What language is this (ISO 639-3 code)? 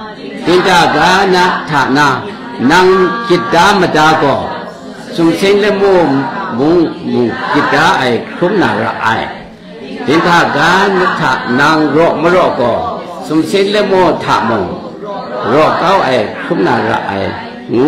kac